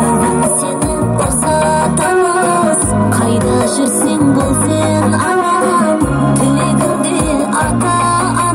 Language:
Kara-Kalpak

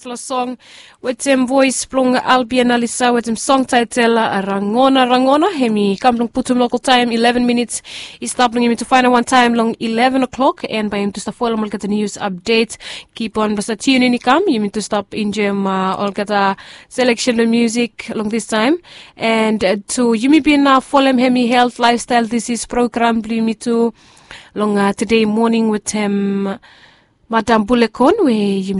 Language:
Bislama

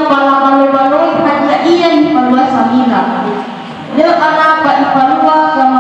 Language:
Nias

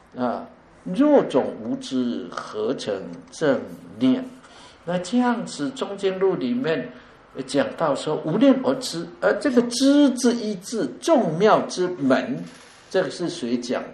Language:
Chinese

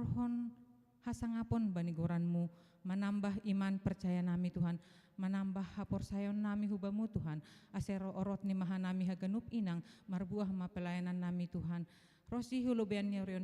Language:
Batak Simalungun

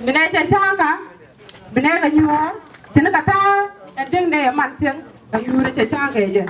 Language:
Nuer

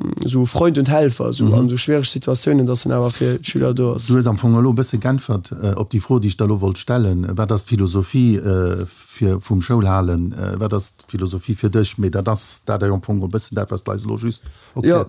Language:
Luxembourgish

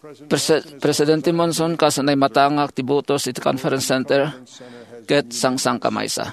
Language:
Iloko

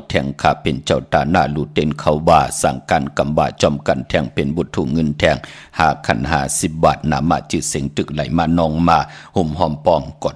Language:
Shan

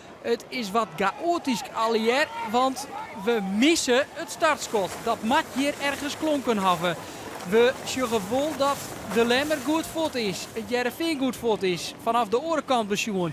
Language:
Western Frisian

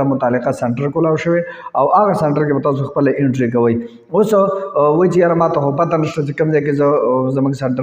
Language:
Pashto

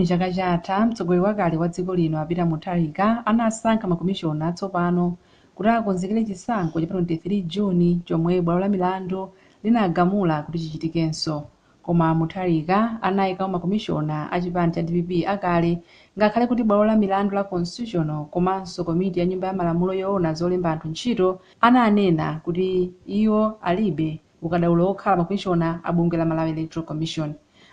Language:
Nyanja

